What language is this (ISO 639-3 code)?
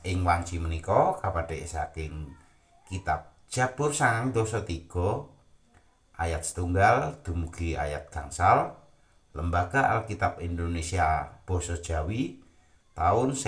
jav